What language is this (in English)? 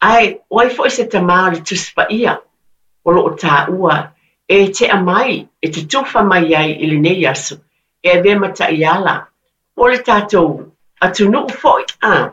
Samoan